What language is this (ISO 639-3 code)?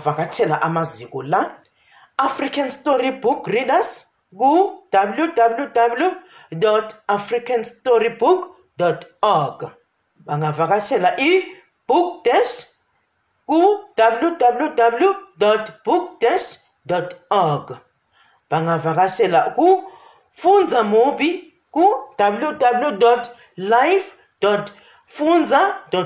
nbl